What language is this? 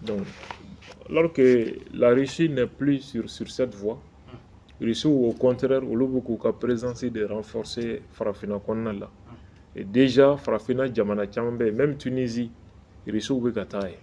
Bambara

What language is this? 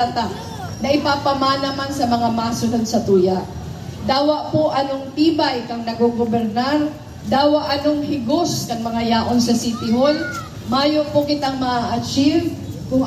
Bikol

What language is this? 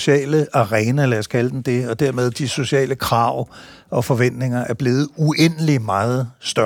Danish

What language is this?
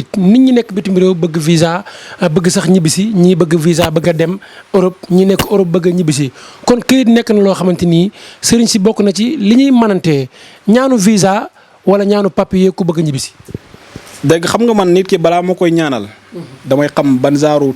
Wolof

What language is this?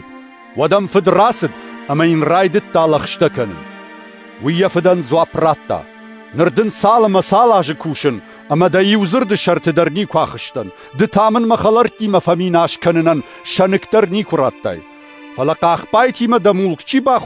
Ossetic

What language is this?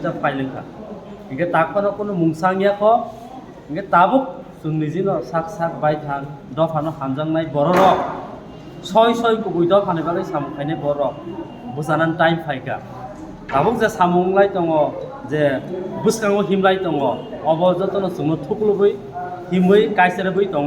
Kok Borok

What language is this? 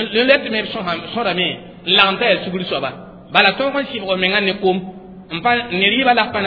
Mossi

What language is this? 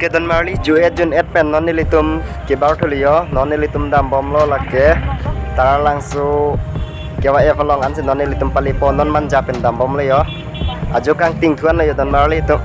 Karbi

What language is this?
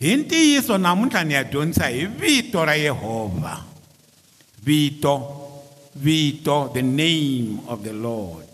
Tsonga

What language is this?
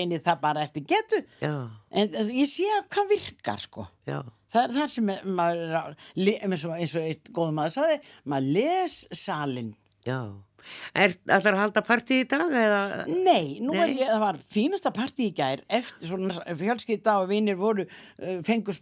Icelandic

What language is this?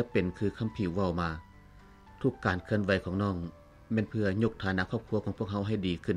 Lao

